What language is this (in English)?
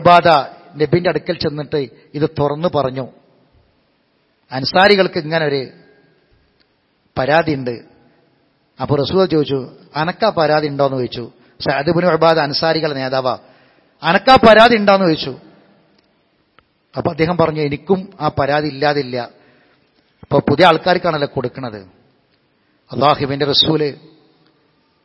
Malayalam